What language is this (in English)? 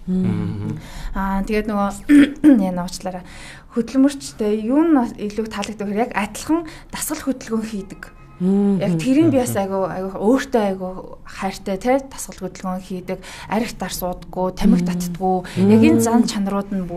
Mongolian